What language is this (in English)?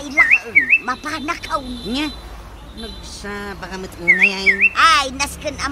Iloko